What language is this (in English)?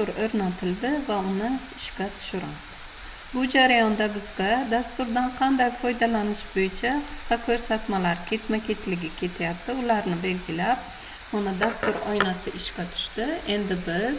Uzbek